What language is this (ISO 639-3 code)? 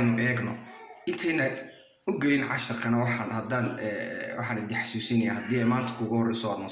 som